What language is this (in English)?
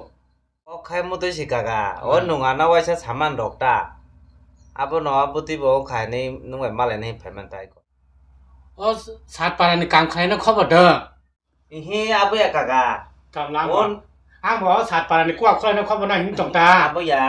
Kok Borok